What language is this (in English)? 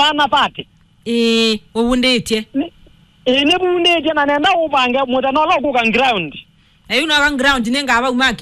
Kamba